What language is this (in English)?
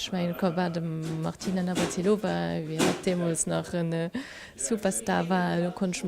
Luxembourgish